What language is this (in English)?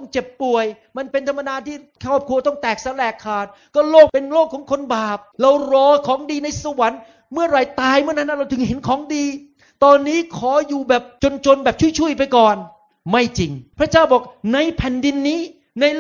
Thai